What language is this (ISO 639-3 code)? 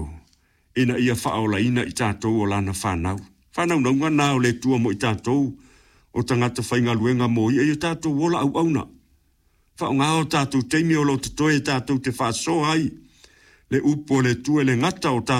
smo